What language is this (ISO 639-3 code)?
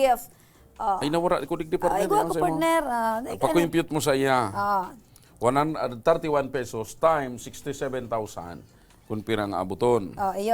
bik